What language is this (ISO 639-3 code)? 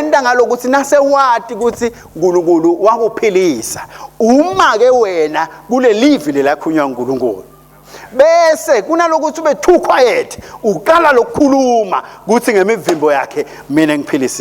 ssw